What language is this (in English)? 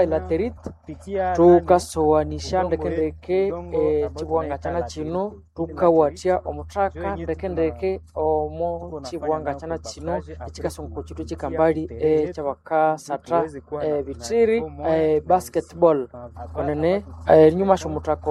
Nande